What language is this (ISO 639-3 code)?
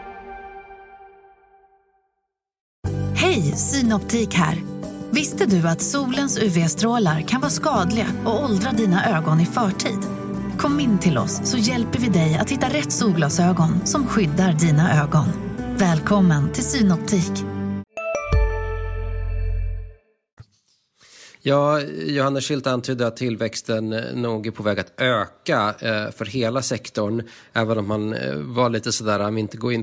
swe